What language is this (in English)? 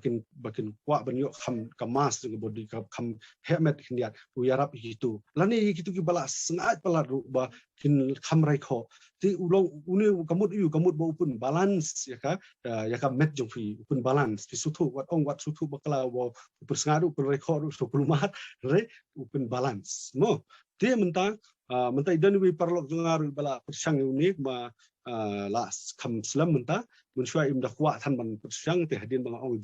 Khasi